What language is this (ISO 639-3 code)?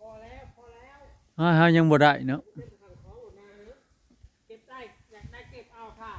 tts